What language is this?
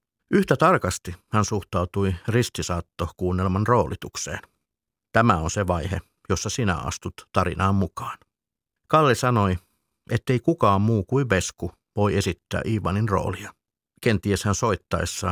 Finnish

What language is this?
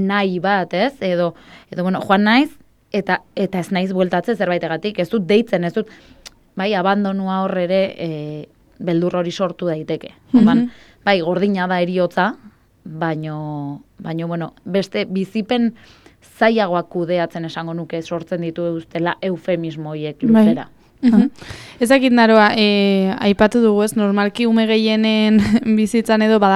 Basque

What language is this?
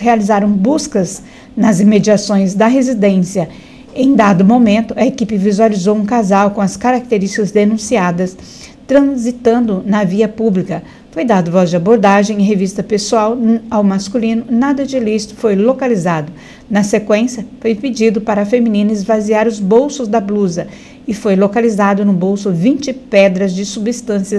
Portuguese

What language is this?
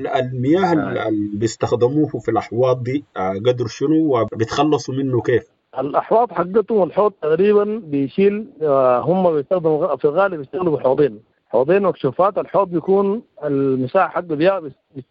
Sudanese Arabic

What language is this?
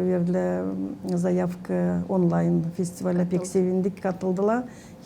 Gagauz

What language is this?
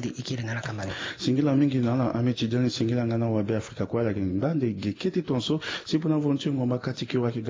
Sango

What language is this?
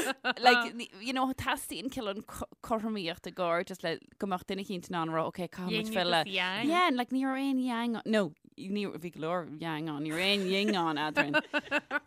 Irish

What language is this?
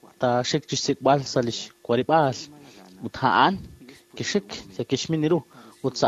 Kekchí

